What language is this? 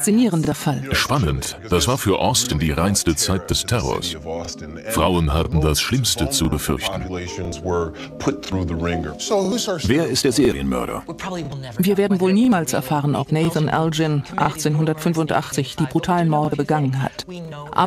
German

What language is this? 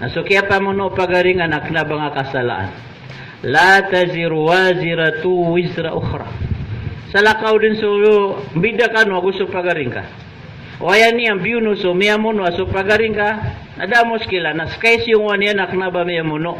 Maranao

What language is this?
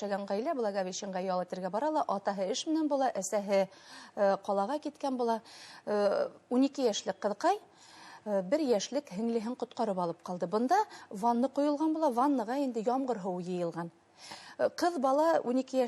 Bashkir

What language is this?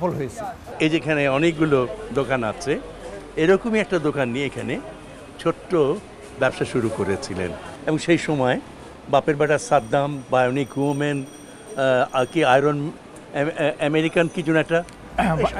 Bangla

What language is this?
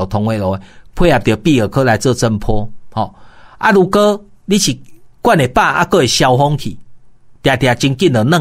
Min Nan Chinese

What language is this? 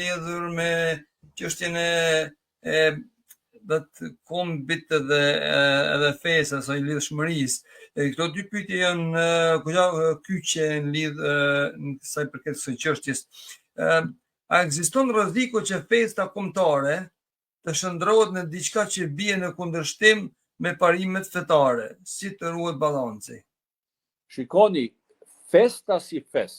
Albanian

